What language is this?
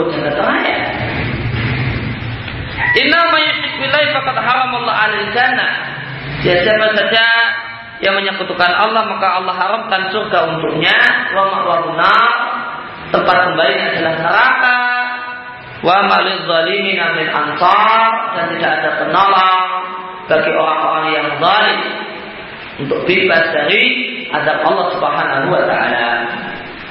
Indonesian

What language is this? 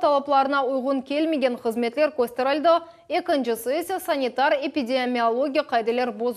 Crimean Tatar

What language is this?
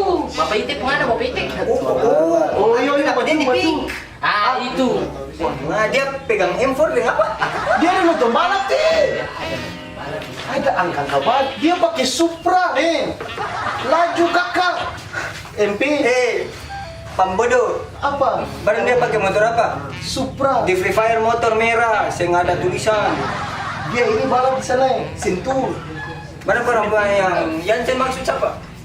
Ambonese Malay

